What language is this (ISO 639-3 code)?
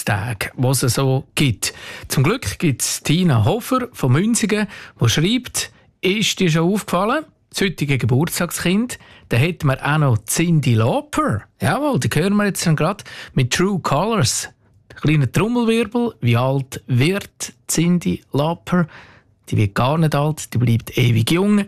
deu